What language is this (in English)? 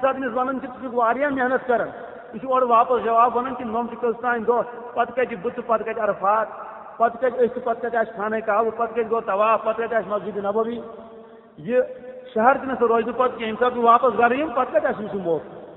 Kashmiri